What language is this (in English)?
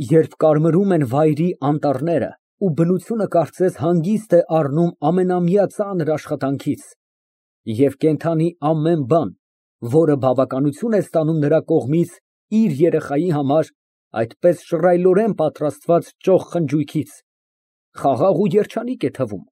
Armenian